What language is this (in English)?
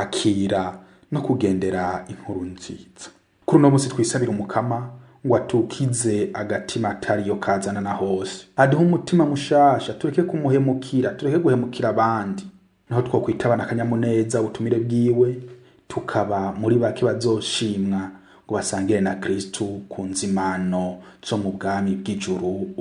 Rundi